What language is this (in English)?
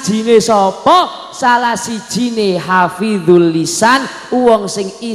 Javanese